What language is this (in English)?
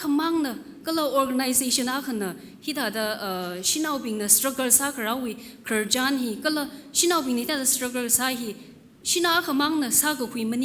Tangkhul Naga (India)